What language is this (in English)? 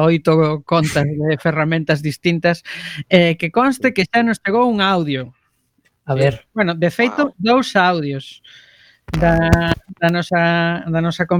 Galician